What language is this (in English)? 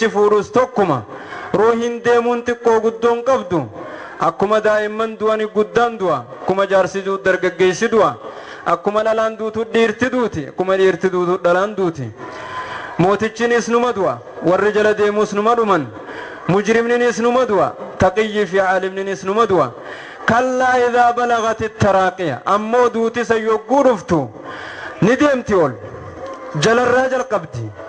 Oromo